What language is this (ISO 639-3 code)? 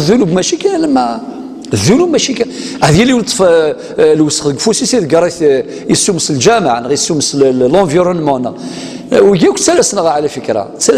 kab